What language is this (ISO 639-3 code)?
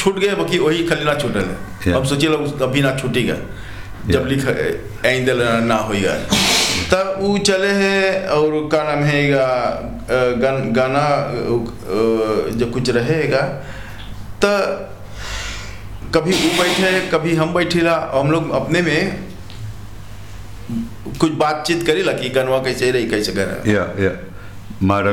bho